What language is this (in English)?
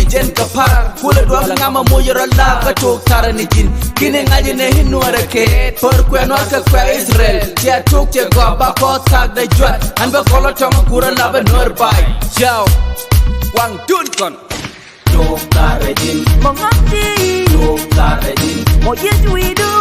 Nuer